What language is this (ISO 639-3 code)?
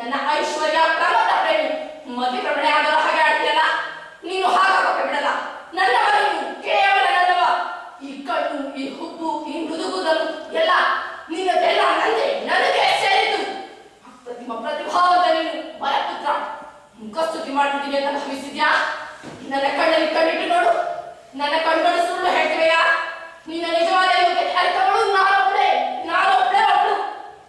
kan